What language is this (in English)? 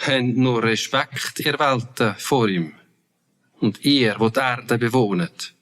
Swiss German